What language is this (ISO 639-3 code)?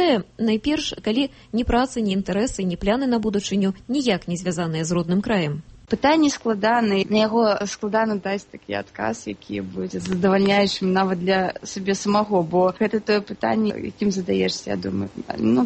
bel